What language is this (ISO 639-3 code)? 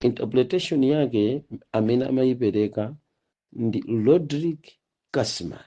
nya